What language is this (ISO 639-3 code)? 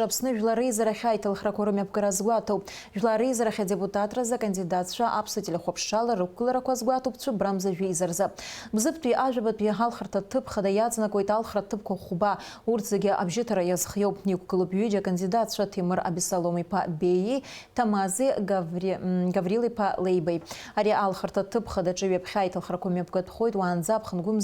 abk